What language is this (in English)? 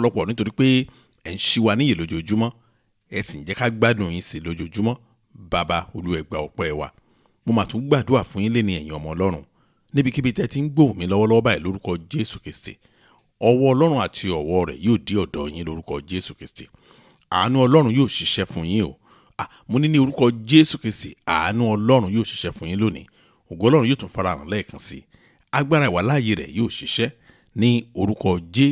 Yoruba